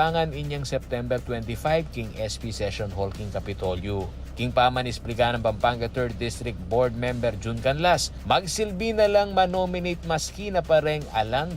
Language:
Pampanga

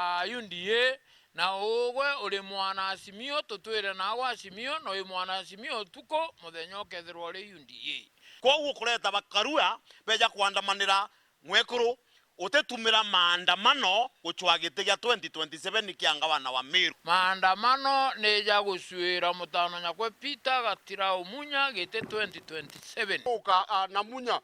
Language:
Meru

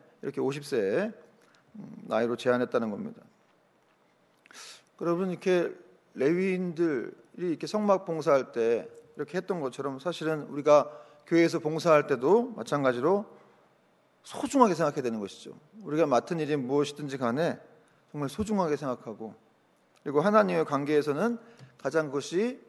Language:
Korean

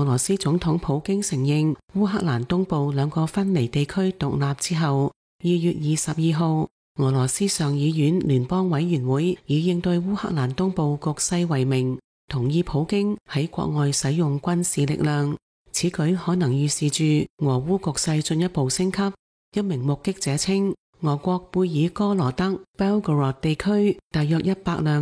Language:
Cantonese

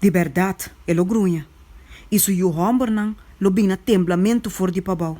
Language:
Papiamento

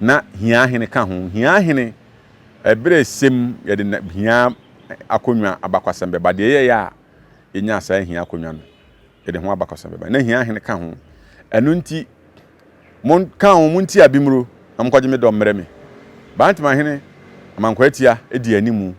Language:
Akan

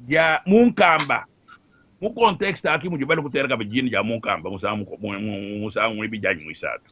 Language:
Luba-Lulua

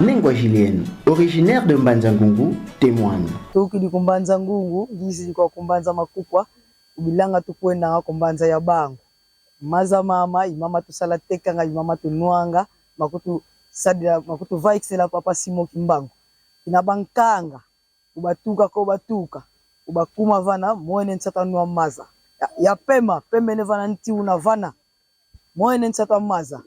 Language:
Kongo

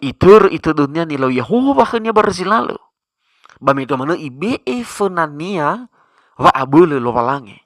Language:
Nias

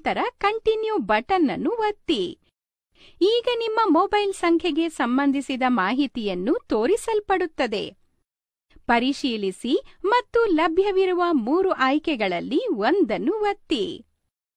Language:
Kannada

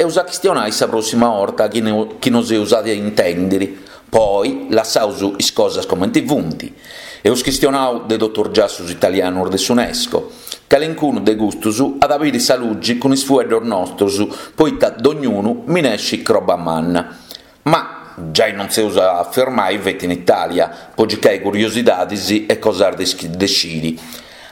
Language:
Sardinian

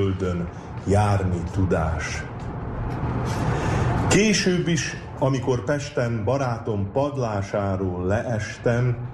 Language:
Hungarian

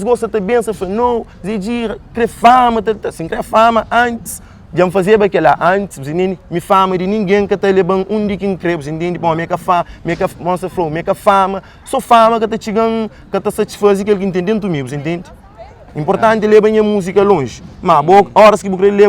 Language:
Kabuverdianu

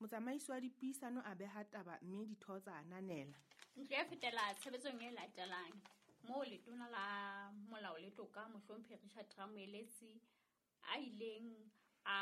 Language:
Southern Sotho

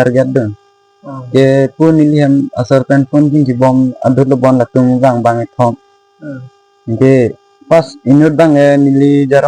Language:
Karbi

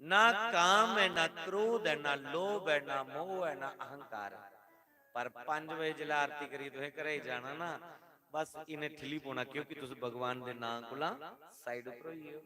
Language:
Dogri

